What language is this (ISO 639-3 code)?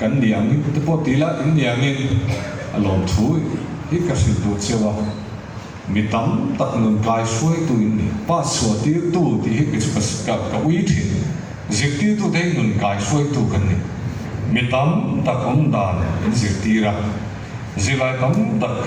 lus